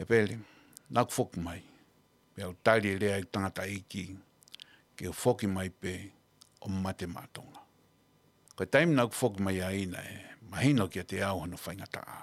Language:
Tongan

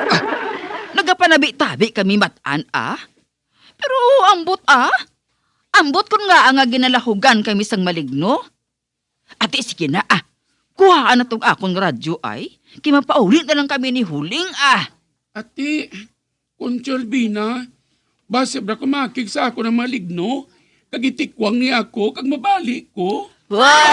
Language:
Hiligaynon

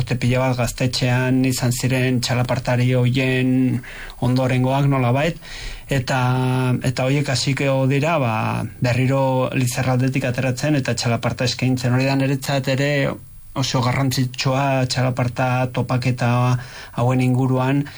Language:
Basque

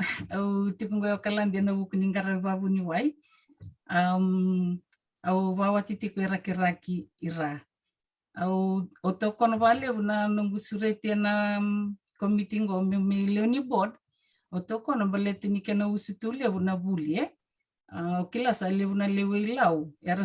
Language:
Fijian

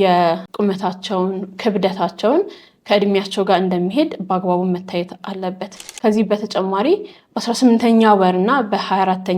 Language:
Amharic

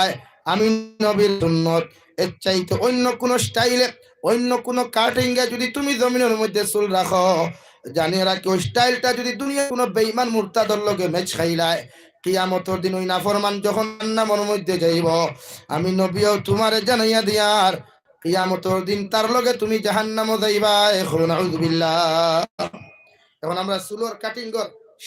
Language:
Sylheti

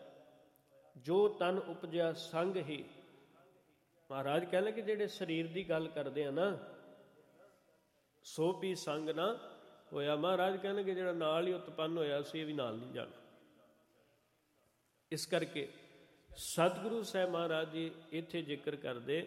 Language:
Punjabi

